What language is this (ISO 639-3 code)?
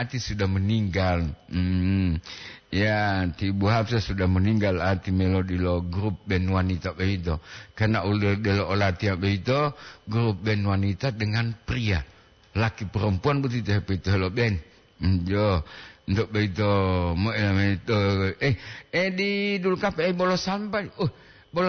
gor